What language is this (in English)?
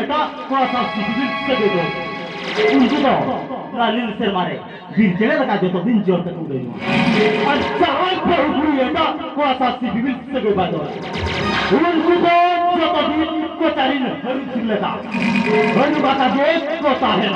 Santali